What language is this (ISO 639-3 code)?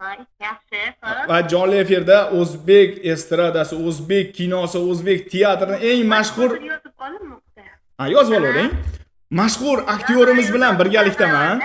uzb